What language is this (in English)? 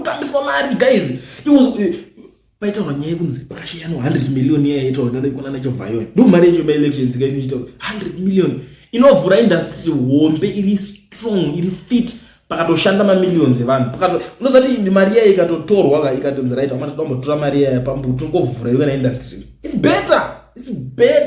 Shona